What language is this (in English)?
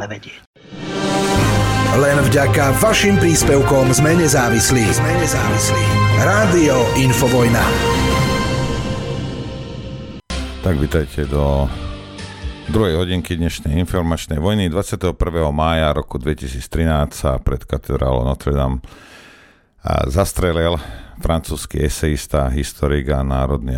Slovak